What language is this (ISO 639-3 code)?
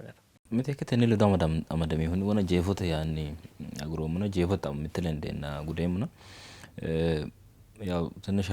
sid